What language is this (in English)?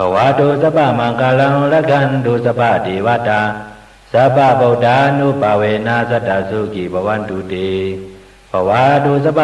Shan